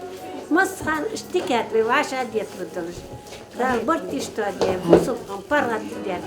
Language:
Ingush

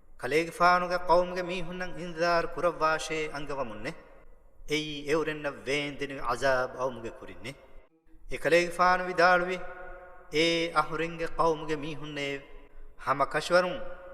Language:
Divehi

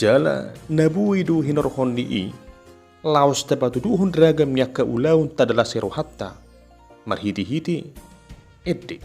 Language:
Batak Toba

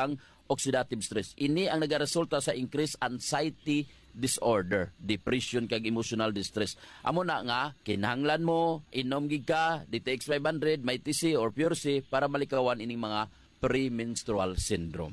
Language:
Hiligaynon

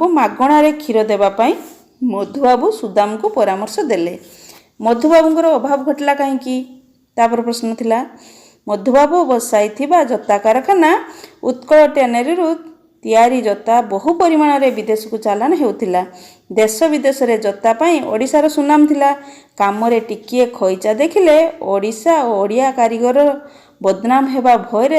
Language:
Odia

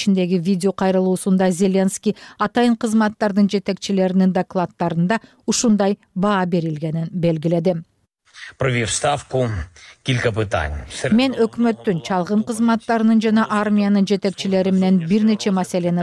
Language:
Kyrgyz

